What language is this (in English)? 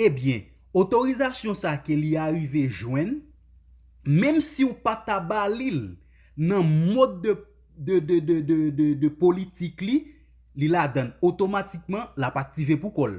Haitian Creole